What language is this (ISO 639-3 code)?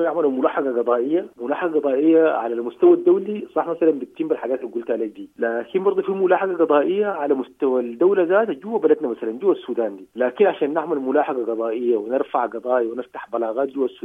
apd